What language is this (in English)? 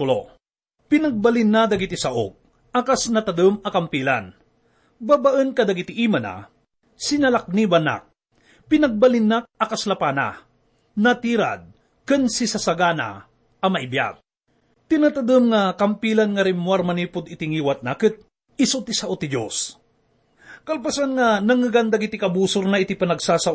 Iloko